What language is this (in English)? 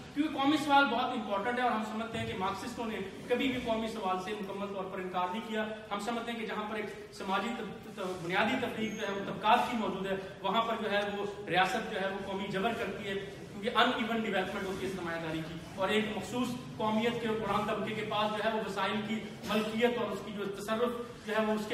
Urdu